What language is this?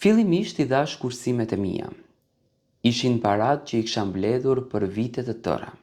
Albanian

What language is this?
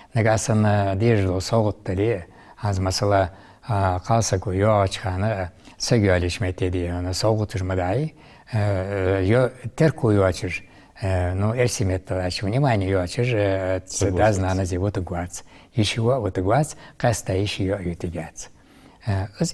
Ingush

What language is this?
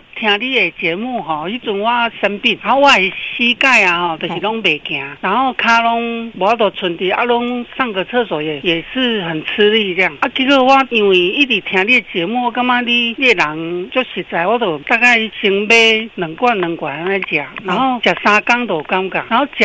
Min Nan Chinese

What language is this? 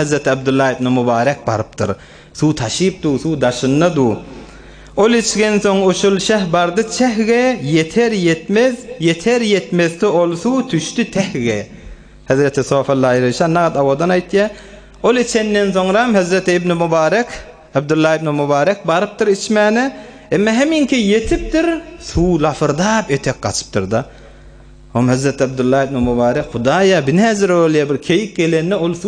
Turkmen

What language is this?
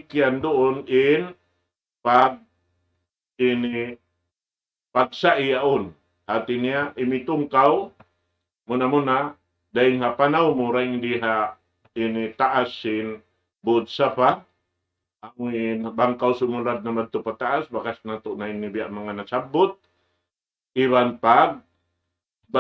Tausug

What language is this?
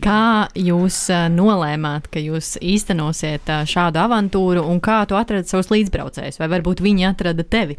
Latvian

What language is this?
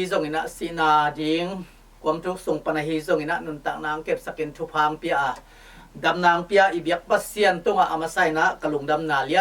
Tedim Chin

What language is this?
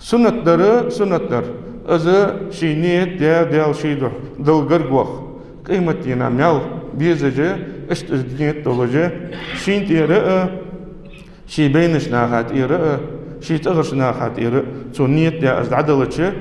Ingush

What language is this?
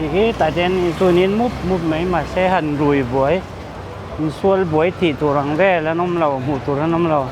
Mizo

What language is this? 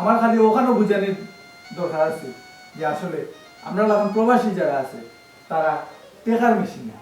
Sylheti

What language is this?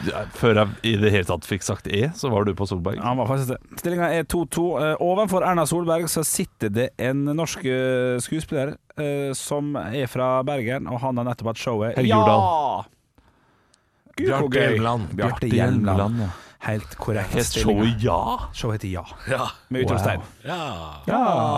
Norwegian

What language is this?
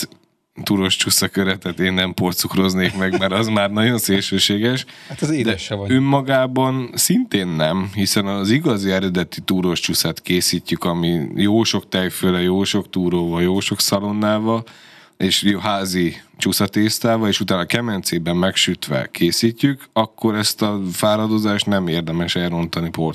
Hungarian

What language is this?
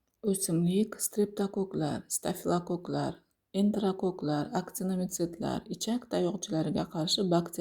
Uzbek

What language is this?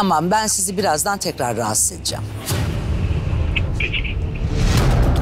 Turkish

